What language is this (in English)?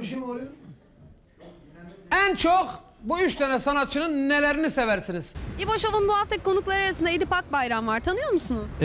Turkish